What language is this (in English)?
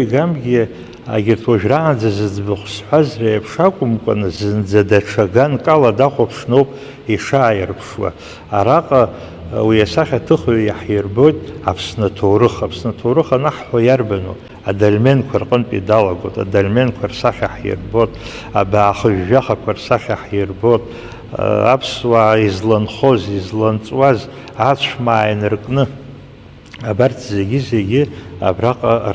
Abkhazian